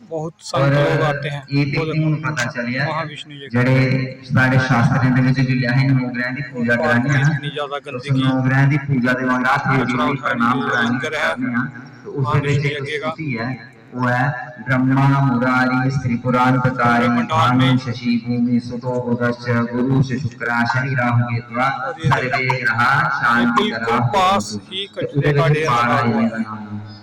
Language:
Dogri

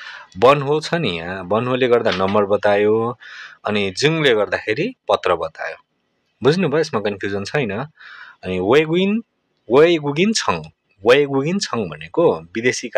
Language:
Nepali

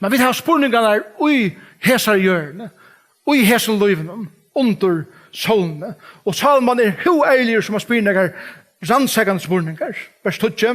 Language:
Faroese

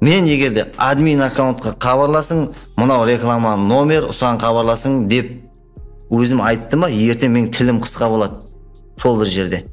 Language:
Kara-Kalpak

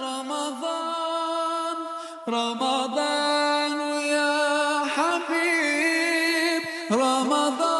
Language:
Kurdish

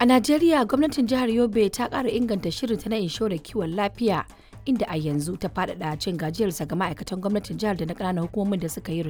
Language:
Hausa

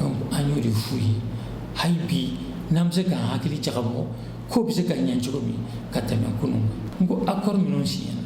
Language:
Bambara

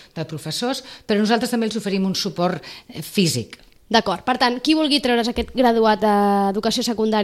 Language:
Catalan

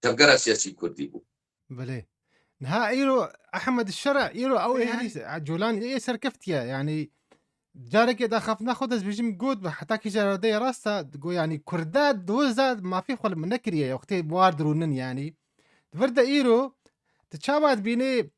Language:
Kurdish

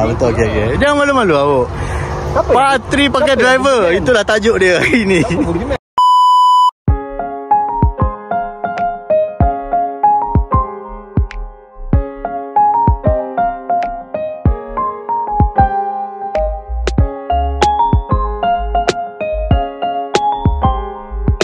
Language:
Malay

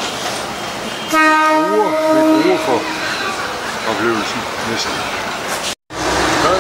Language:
Danish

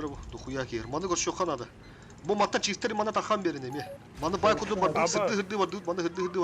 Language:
Yakut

